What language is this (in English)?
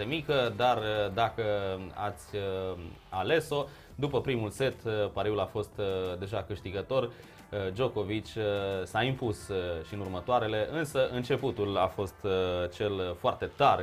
Romanian